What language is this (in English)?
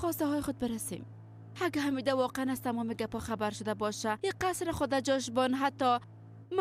Persian